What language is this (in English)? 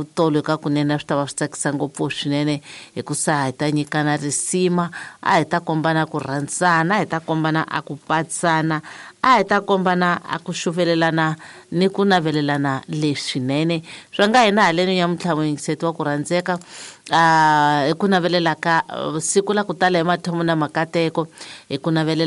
Tsonga